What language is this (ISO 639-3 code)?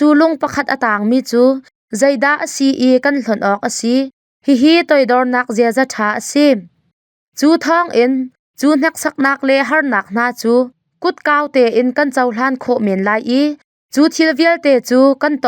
cnh